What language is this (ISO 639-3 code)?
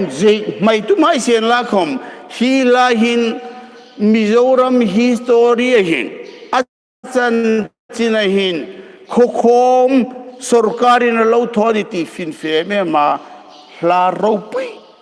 hmr